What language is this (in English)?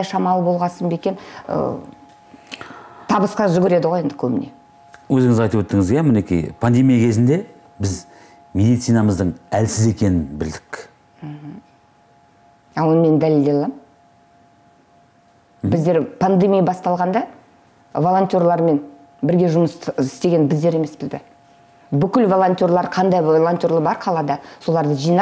Kazakh